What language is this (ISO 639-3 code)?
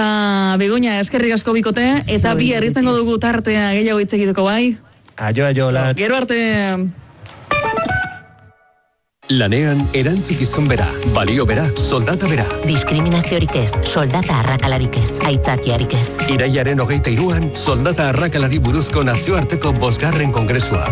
eus